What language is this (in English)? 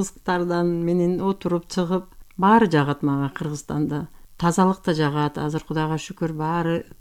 Kyrgyz